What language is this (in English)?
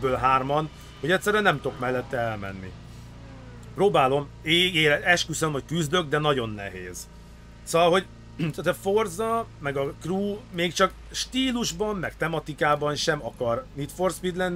Hungarian